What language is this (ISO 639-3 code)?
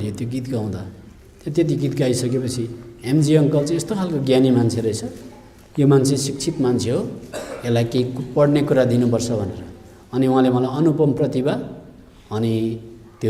nep